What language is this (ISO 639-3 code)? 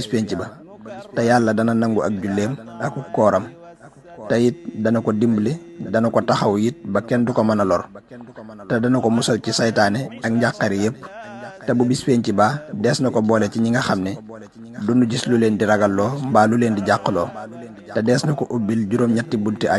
wol